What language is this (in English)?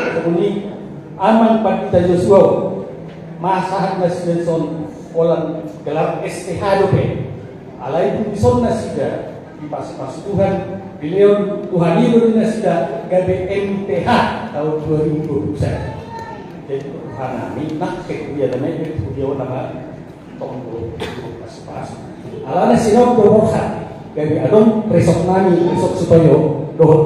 Batak Toba